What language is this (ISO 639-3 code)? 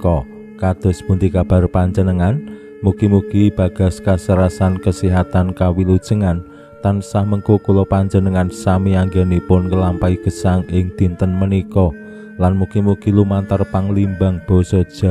jav